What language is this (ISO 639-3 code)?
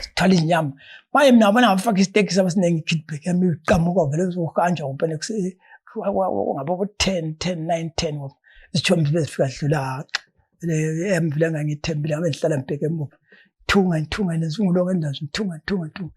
nde